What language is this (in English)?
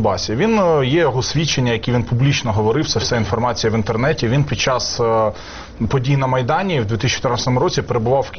Ukrainian